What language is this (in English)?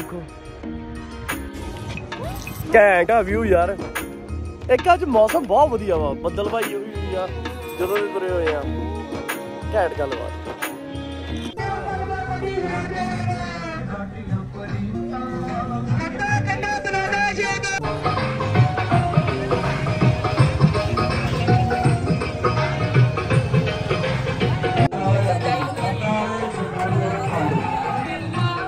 Punjabi